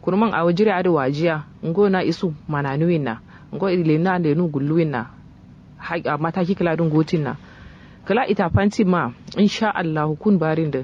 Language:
Kanuri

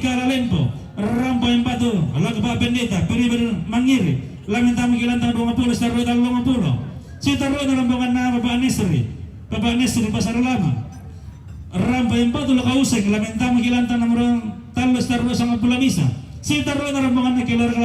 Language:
Toraja-Sa'dan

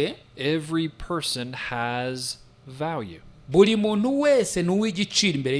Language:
Kinyarwanda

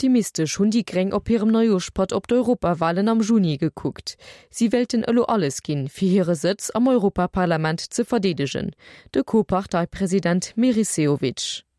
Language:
Luxembourgish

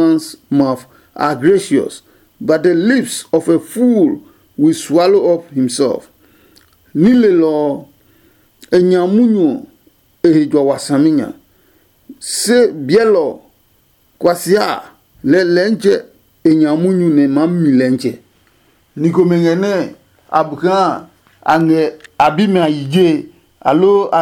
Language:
Adangme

